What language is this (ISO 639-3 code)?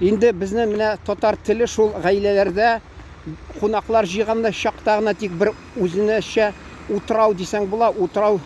tat